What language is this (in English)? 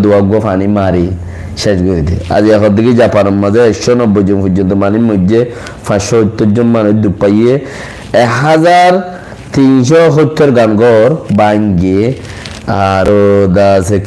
Rohingya